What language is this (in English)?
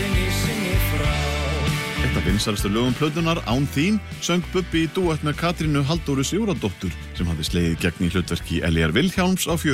Icelandic